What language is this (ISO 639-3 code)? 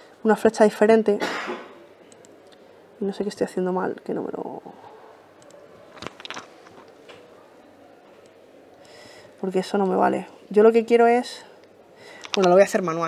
spa